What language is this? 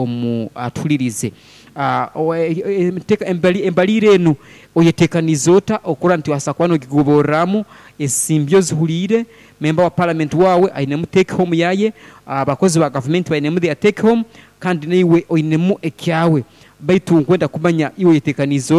Nyoro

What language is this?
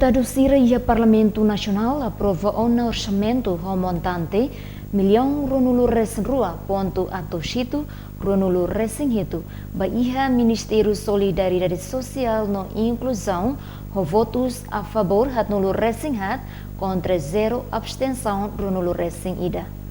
Tetum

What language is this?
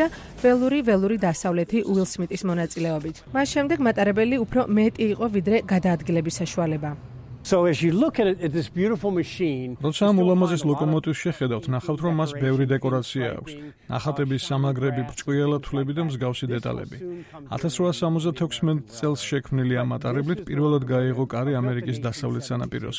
Georgian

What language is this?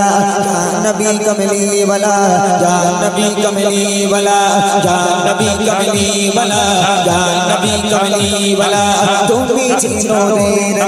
Bangla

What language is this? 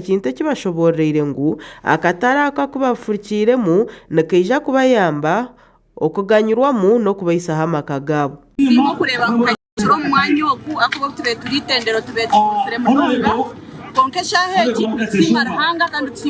Nyankole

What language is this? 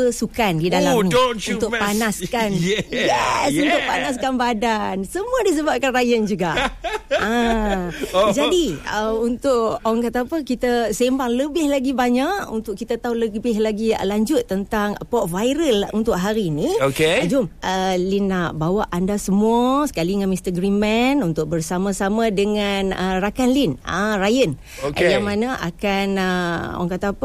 Malay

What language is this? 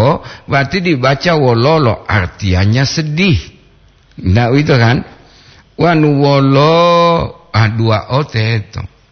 Gorontalo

